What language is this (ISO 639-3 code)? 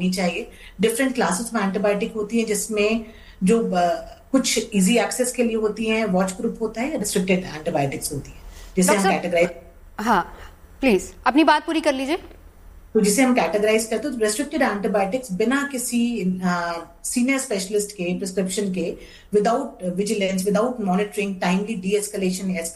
hin